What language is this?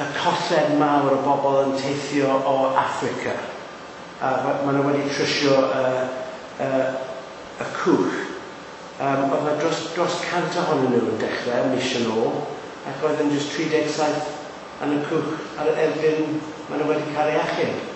Welsh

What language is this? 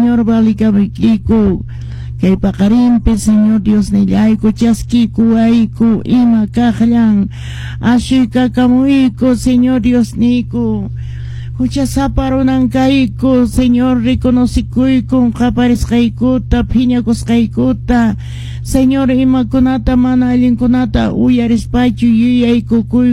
Quechua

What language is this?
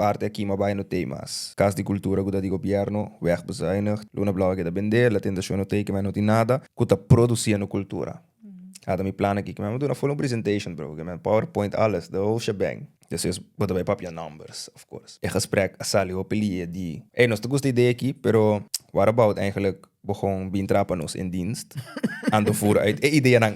Papiamento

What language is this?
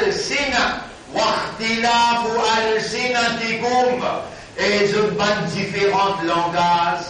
Morisyen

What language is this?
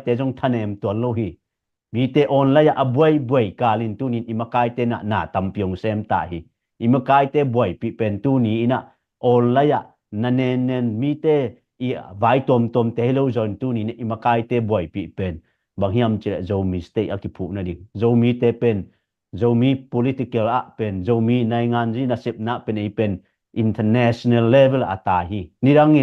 Tedim Chin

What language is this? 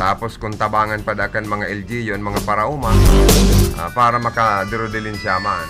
Bikol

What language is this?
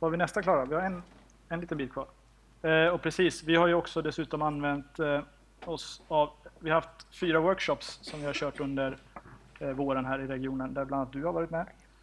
Swedish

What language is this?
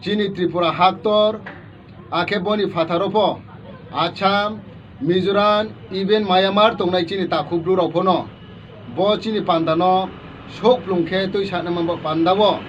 Riang (India)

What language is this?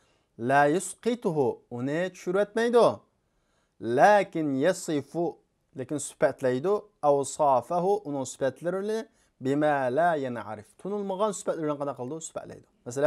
Uyghur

